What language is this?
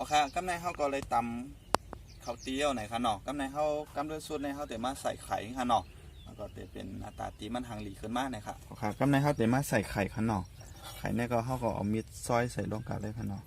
Shan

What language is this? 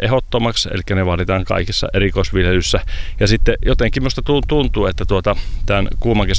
Finnish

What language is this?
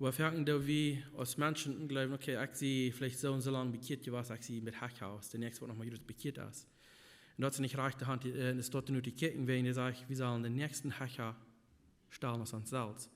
Plautdietsch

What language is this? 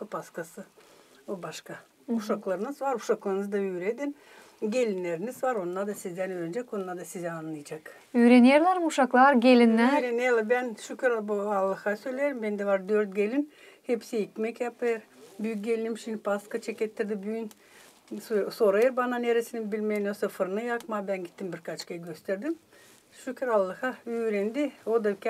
Gagauz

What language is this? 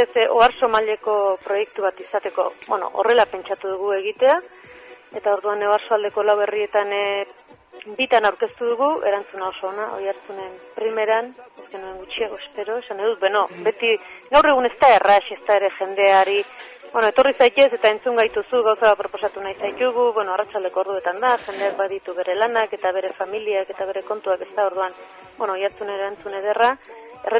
Basque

